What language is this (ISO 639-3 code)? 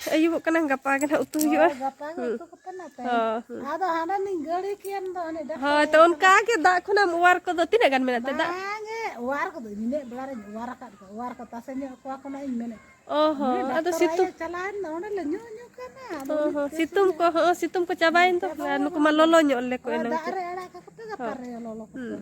sat